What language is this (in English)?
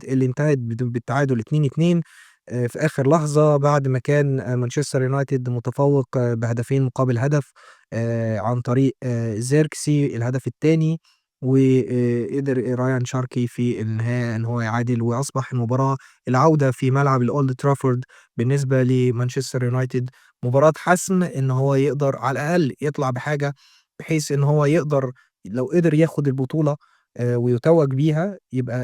Egyptian Arabic